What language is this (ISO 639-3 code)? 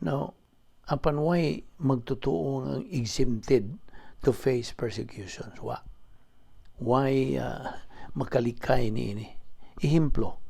ceb